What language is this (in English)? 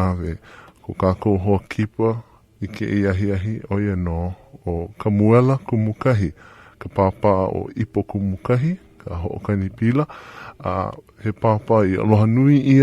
Hawaiian